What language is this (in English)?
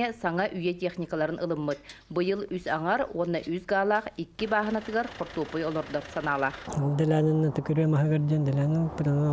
Yakut